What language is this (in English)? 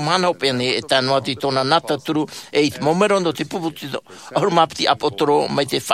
Tahitian